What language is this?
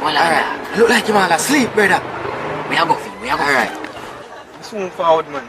Jamaican Creole English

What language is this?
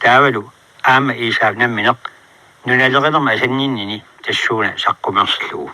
Kalaallisut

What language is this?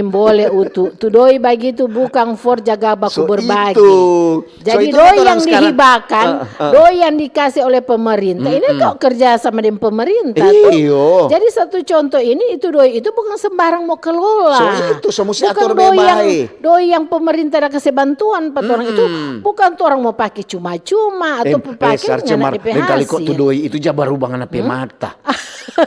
Manado Malay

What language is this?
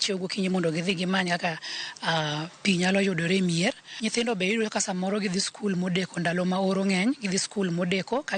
Luo (Kenya and Tanzania)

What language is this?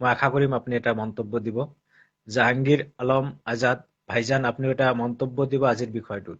Assamese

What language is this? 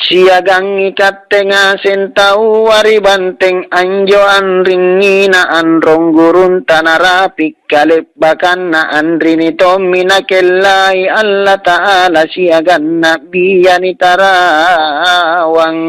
Makasar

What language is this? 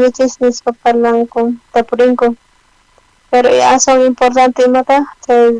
South Bolivian Quechua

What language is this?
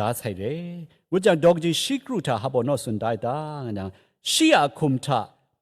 Kachin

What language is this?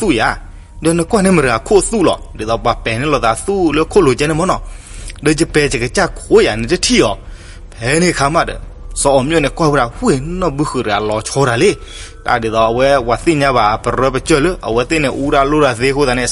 S'gaw Karen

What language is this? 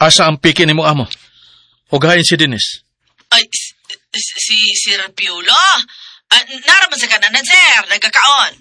Cebuano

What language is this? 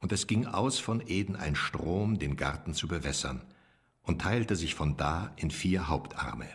Swiss German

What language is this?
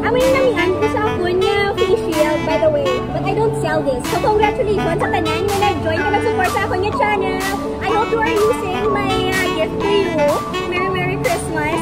Hiligaynon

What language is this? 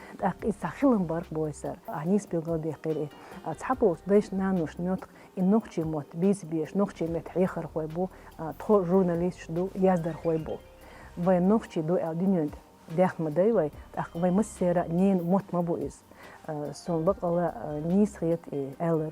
Chechen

